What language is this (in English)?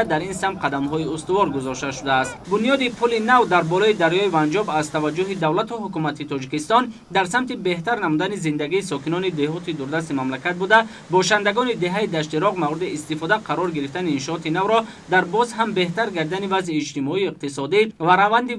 Tajik